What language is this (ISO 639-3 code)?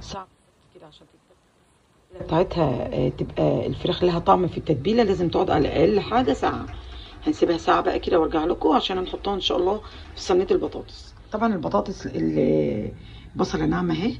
arz